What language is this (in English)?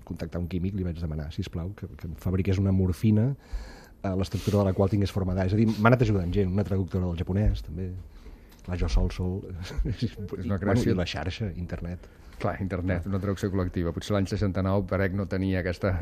Catalan